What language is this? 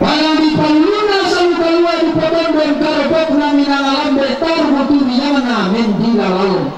Toraja-Sa'dan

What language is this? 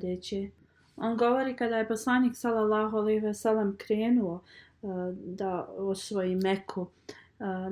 Bosnian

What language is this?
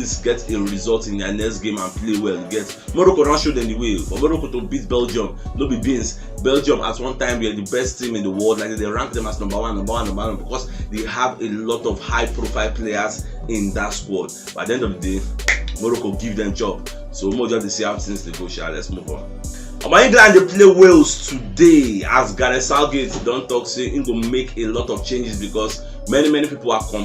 Nigerian Pidgin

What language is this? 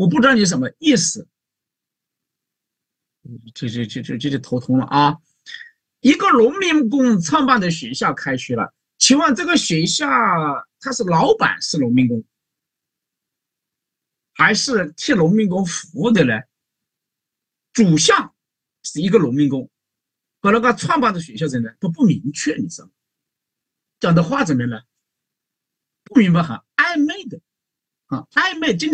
Chinese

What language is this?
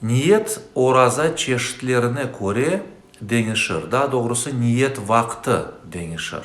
Crimean Tatar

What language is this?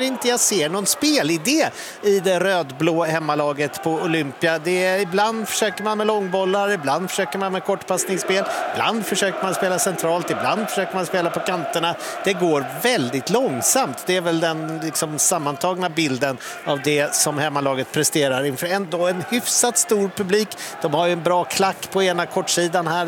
Swedish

